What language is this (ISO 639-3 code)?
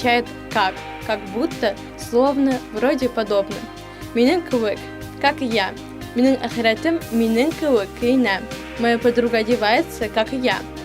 bak